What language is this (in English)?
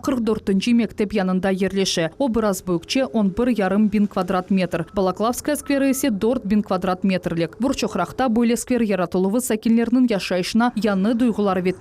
Crimean Tatar